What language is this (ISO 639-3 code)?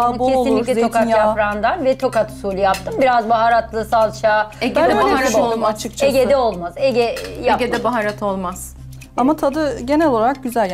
tur